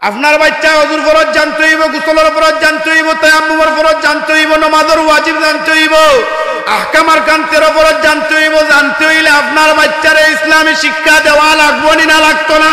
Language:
Sylheti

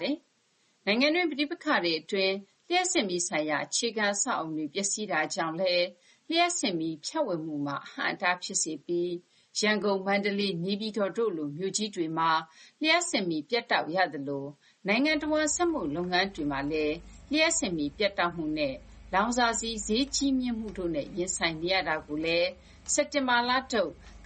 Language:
Burmese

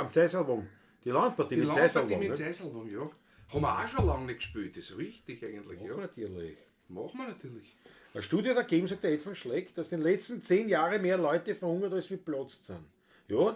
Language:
Bavarian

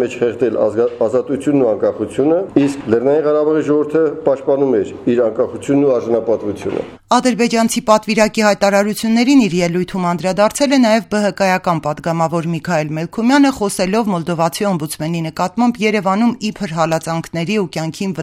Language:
Armenian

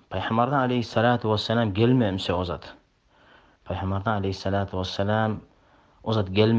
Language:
Kumyk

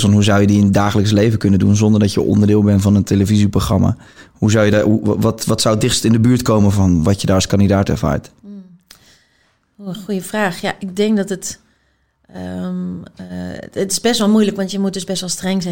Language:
Dutch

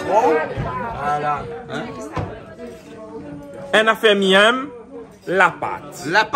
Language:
Réunion Creole French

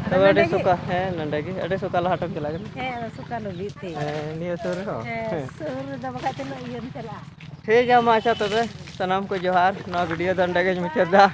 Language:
Santali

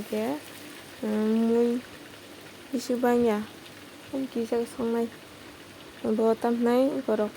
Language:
Kok Borok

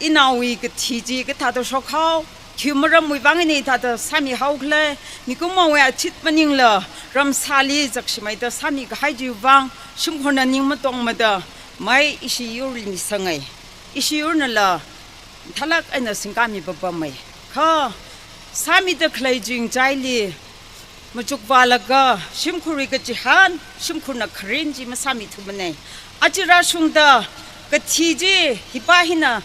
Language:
Tangkhul Naga (India)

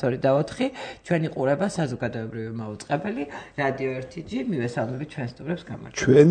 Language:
Georgian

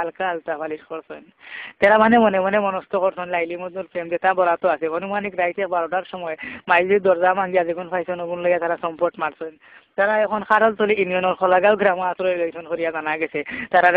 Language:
Sylheti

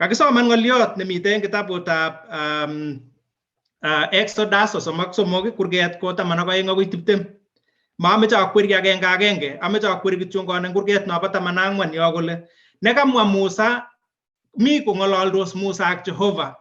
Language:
Kalenjin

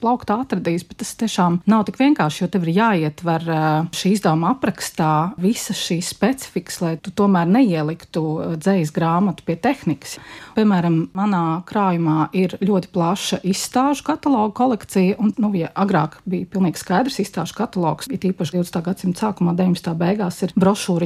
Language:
Latvian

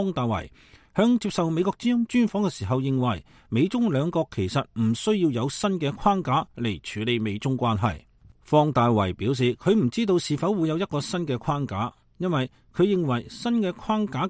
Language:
Cantonese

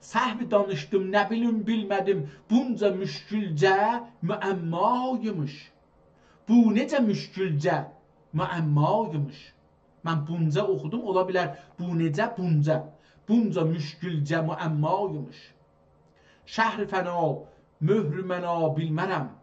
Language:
South Azerbaijani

